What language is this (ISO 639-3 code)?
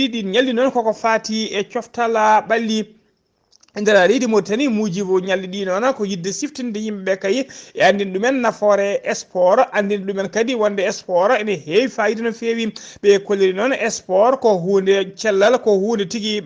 ful